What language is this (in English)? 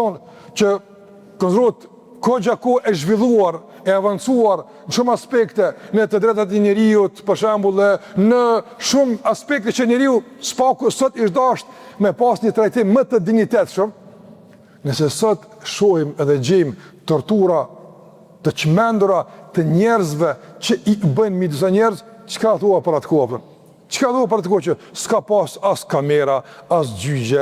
Albanian